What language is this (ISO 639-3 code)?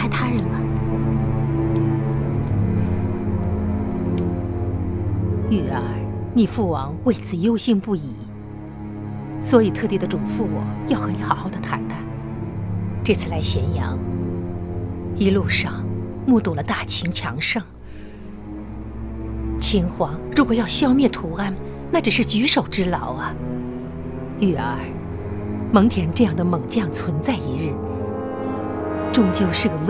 zho